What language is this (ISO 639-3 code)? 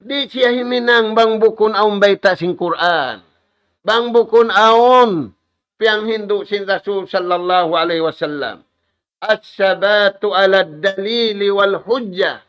tsg